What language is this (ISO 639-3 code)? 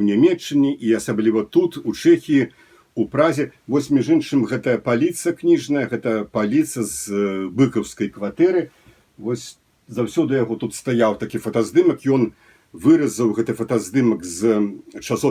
bel